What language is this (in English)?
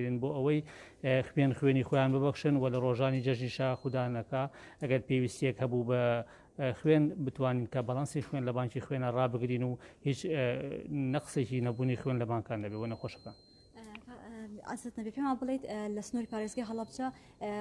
Central Kurdish